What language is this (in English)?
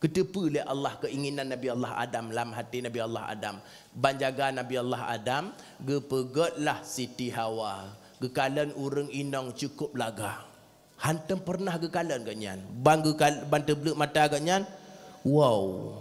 Achinese